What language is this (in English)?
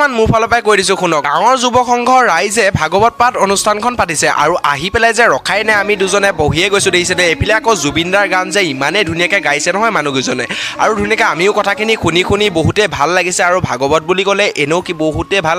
Assamese